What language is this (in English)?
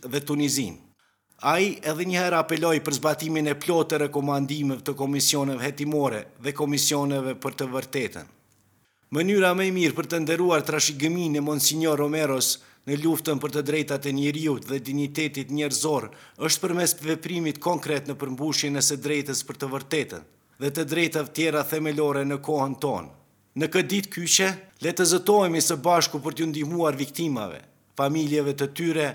Albanian